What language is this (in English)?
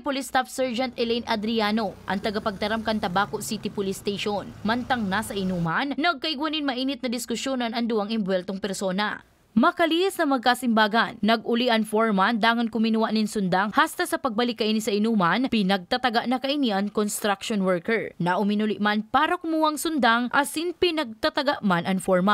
Bikol